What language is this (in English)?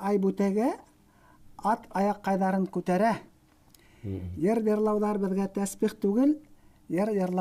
Bashkir